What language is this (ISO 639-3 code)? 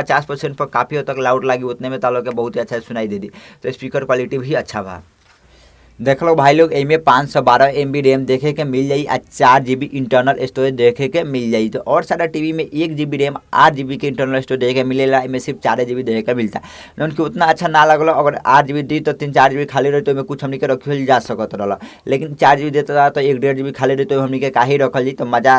bho